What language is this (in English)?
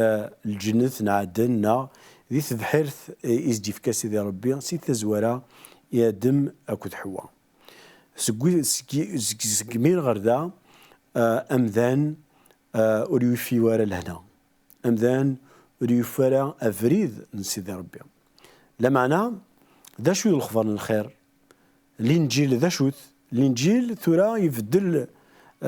Kabyle